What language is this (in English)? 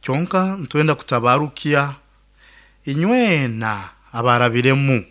Nyoro